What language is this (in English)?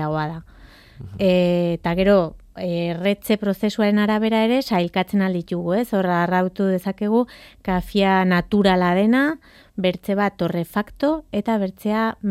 Basque